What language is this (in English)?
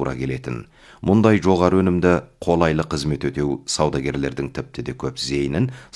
Kazakh